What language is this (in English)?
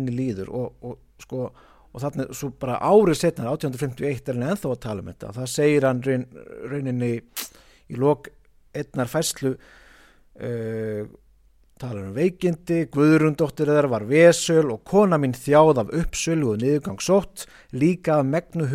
Icelandic